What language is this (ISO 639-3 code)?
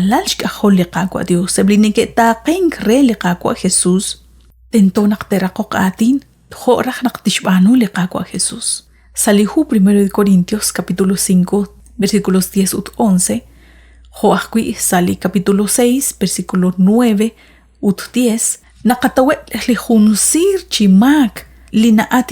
kek